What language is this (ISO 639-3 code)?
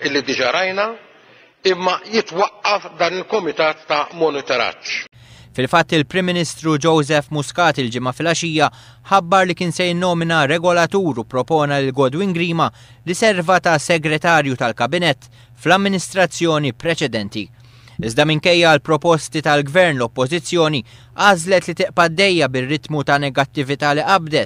mlt